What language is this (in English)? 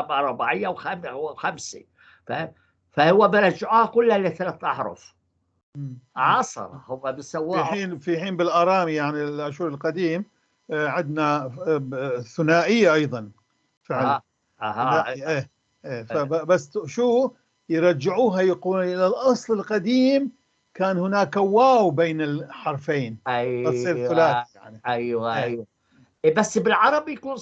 North Levantine Arabic